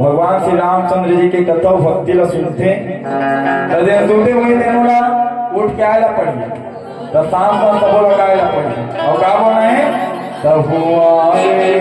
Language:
Chhattisgarhi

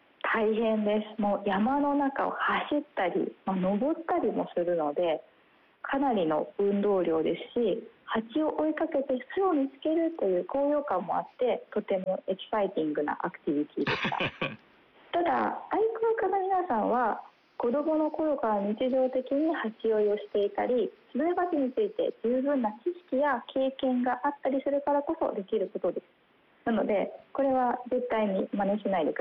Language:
Japanese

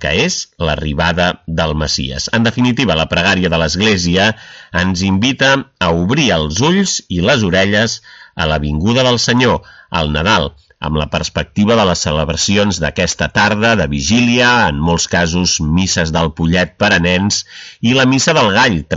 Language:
Catalan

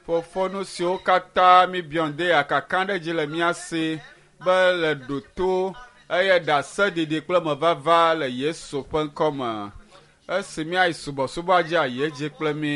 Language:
Ewe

